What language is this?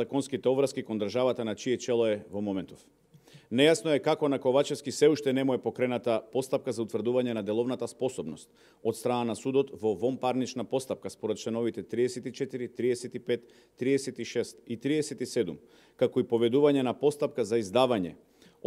Macedonian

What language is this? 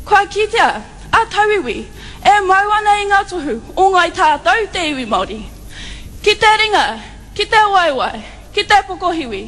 Māori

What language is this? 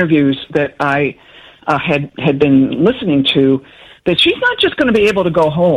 English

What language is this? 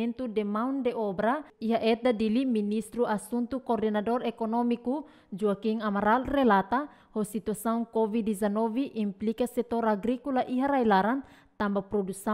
Tetum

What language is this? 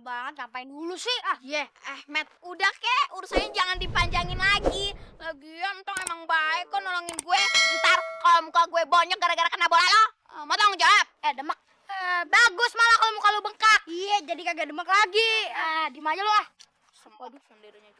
Betawi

